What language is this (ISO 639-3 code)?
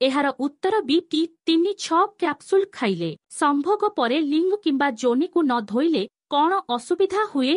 ori